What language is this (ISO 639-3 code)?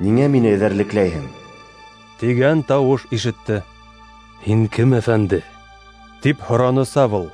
bak